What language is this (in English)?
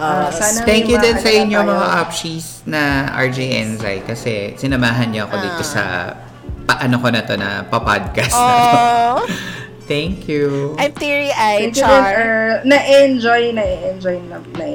Filipino